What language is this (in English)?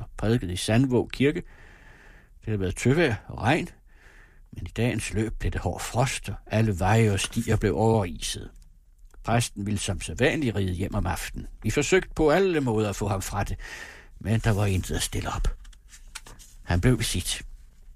Danish